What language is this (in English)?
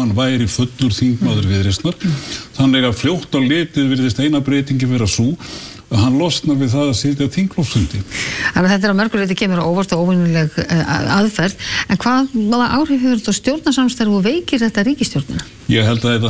Icelandic